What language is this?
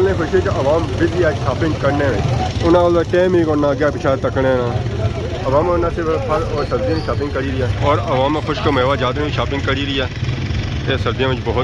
Pahari-Potwari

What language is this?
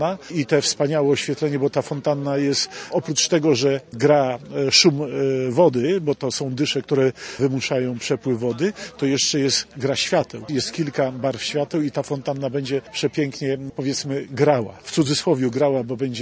Polish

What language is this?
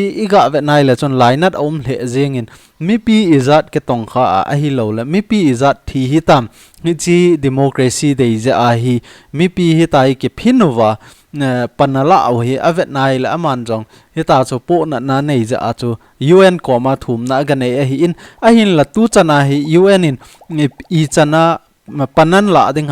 Thado Chin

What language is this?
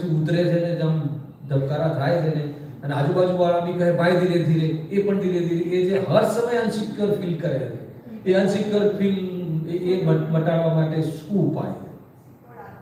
Gujarati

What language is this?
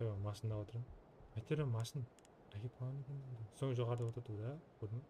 Kara-Kalpak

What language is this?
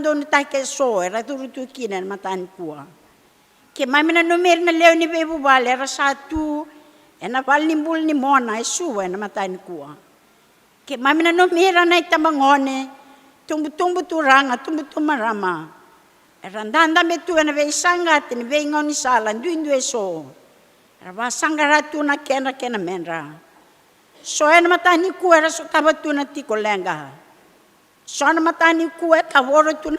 Fijian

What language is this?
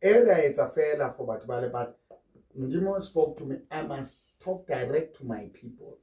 Southern Sotho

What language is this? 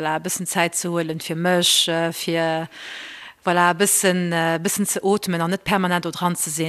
Luxembourgish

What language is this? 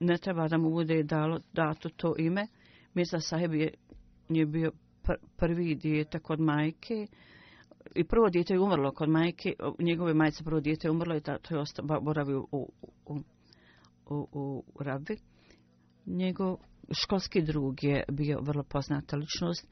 Bosnian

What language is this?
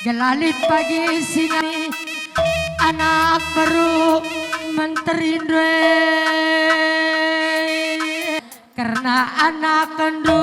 Batak Karo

